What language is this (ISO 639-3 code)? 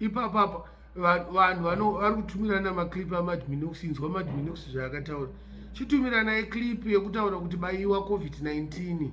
sna